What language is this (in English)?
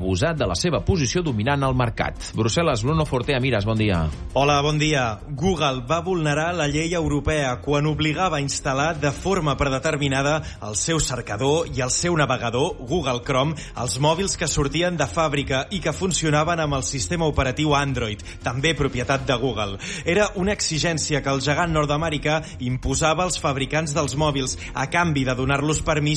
Catalan